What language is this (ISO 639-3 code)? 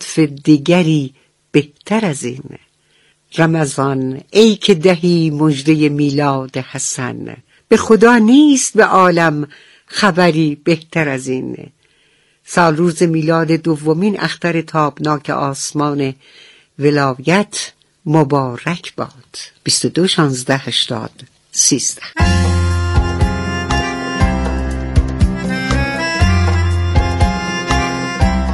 fas